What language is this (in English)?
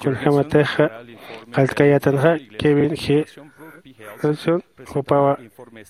Aymara